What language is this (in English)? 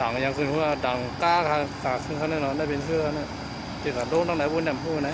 Shan